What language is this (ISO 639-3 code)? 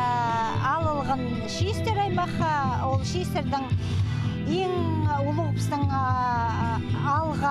kjh